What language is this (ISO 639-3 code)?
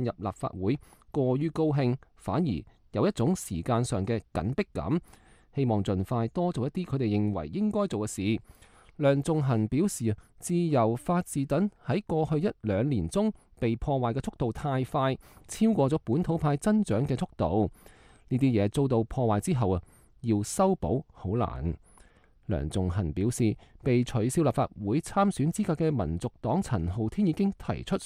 yue